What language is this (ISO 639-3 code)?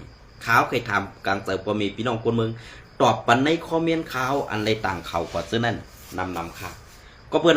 shn